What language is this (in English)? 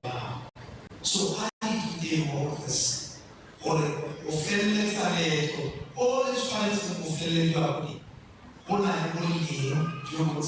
Tswana